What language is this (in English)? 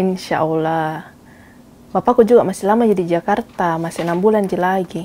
Makassar Malay